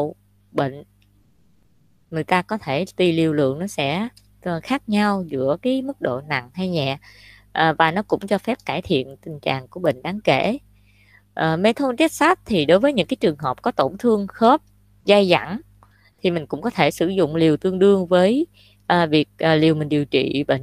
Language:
Vietnamese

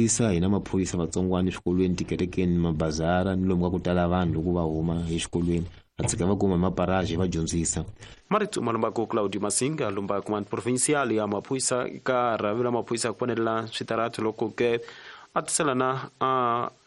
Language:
Tsonga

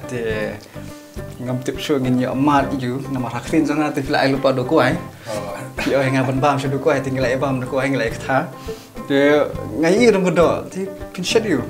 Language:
Khasi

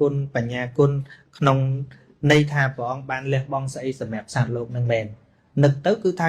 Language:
Khmer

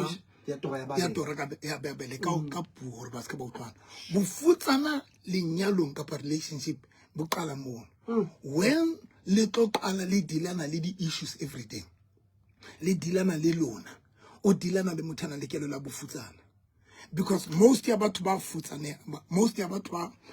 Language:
Southern Sotho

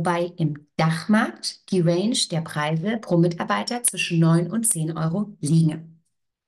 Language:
German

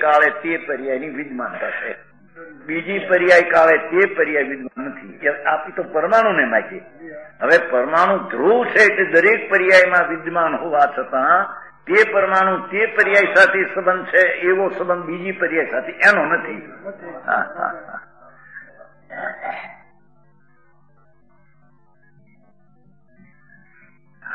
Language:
Gujarati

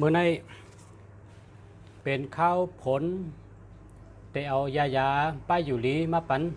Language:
Shan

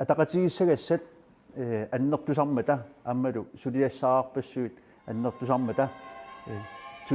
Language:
Kalaallisut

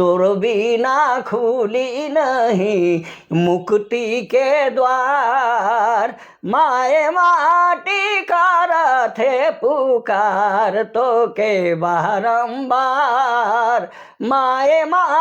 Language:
Sadri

